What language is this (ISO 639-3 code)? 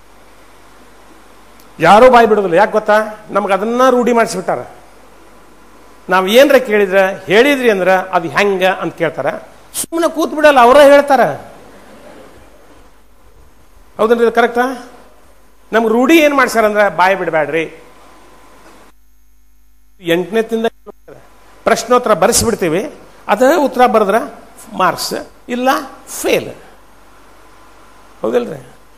kan